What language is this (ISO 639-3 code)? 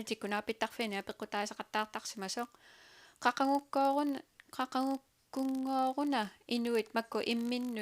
kal